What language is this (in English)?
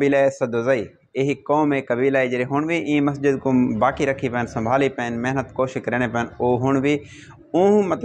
Saraiki